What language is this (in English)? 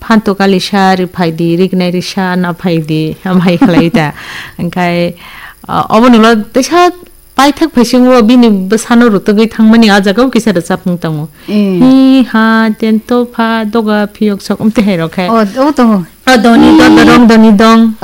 Kok Borok